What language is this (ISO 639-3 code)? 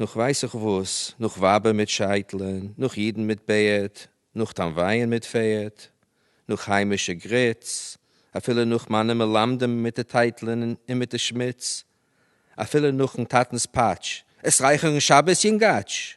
yid